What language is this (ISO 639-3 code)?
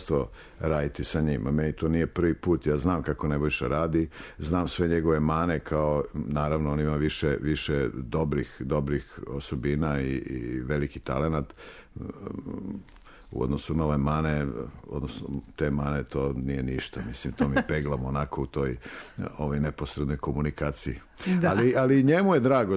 srp